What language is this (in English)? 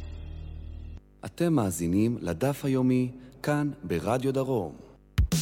Hebrew